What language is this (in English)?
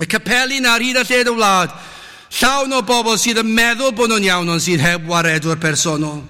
Welsh